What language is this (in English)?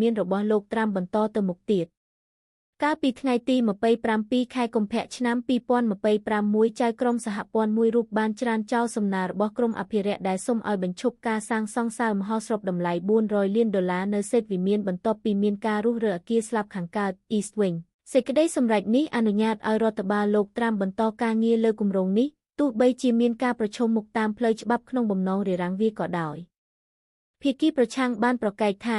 Khmer